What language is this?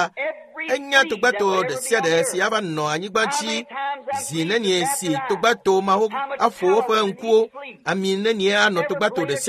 Ewe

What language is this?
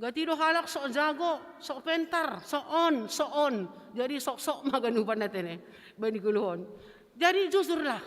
Batak Simalungun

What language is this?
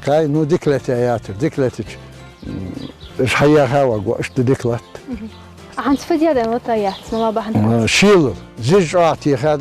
Ingush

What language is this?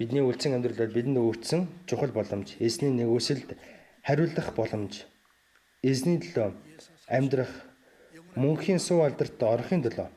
Mongolian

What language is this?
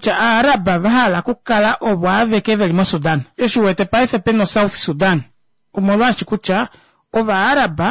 Kuanyama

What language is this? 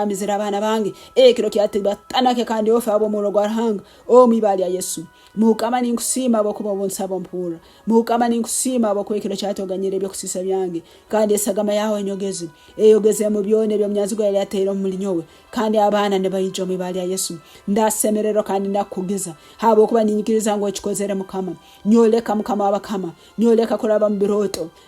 Nyankole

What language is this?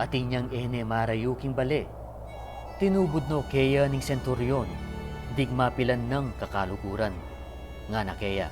Pampanga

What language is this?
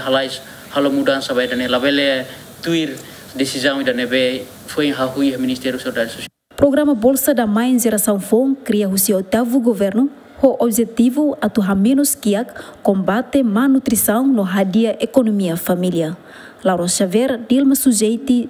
Tetum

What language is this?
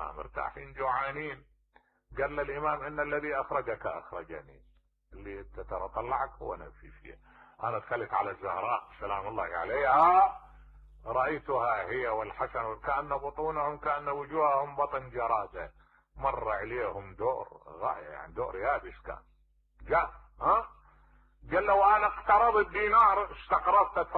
Mesopotamian Arabic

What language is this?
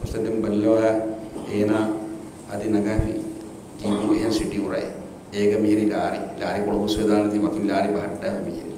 Divehi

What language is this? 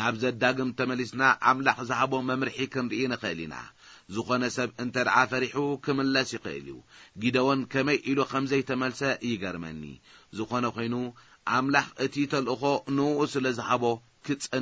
Tigrinya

